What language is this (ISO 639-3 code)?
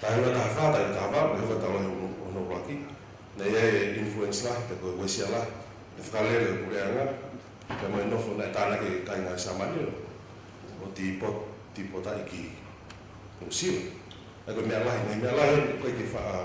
ton